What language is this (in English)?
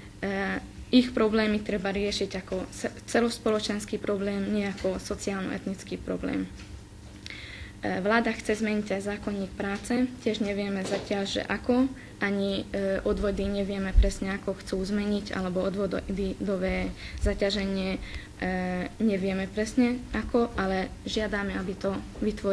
Slovak